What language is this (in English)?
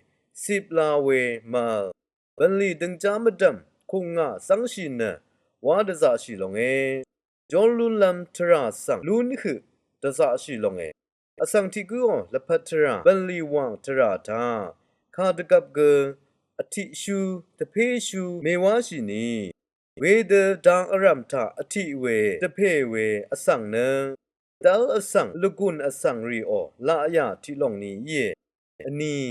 Rawang